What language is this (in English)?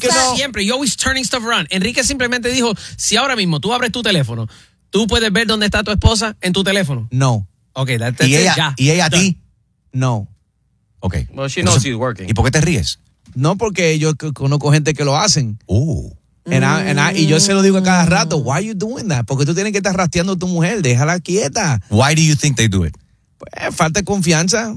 Spanish